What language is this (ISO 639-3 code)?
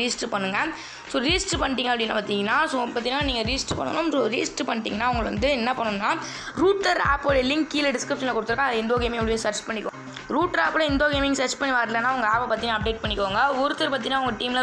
tam